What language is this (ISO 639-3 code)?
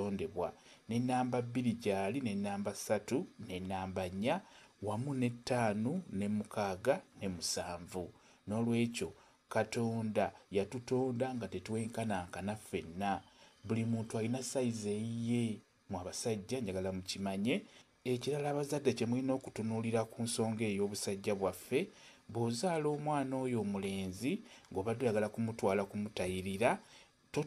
lug